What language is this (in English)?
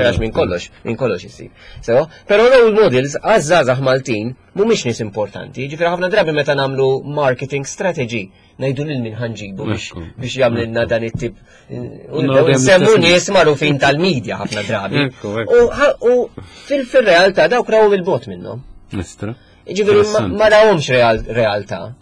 Maltese